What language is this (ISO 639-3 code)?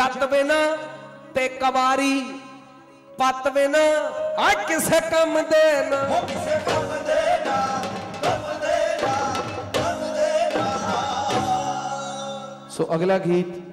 pan